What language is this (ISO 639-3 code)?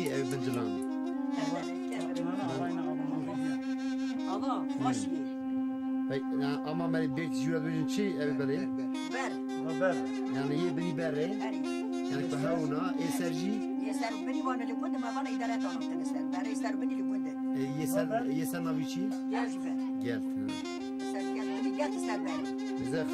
kur